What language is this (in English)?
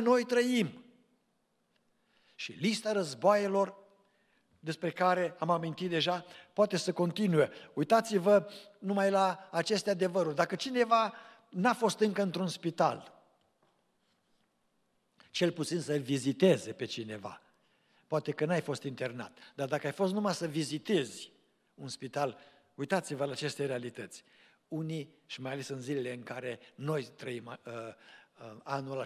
Romanian